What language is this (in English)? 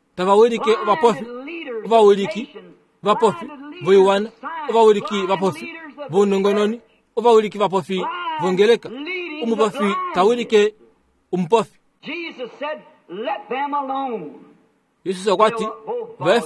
Kuanyama